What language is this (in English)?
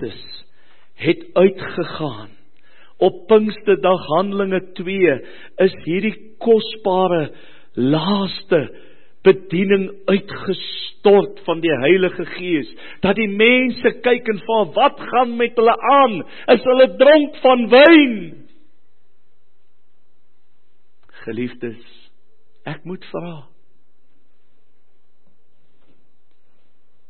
Afrikaans